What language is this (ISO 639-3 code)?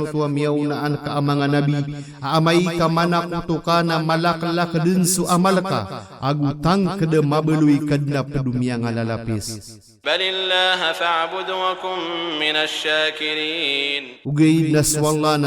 mrw